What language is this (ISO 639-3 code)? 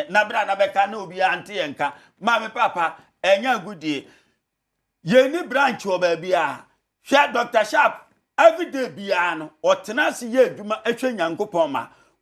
aka